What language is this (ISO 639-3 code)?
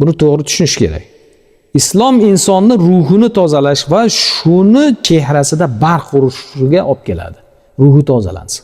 uzb